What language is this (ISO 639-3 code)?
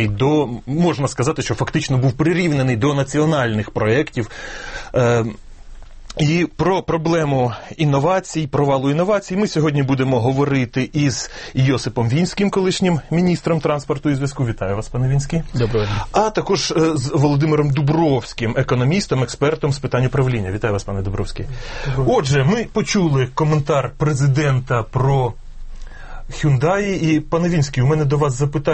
ukr